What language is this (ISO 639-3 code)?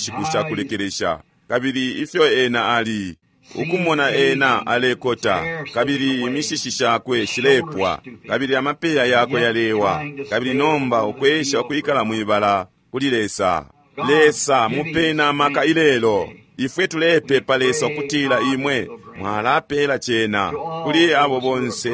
bem